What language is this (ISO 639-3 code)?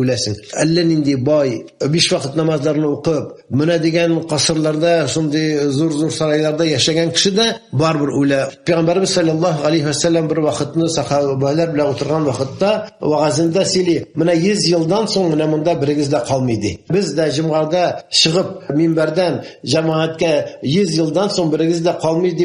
tat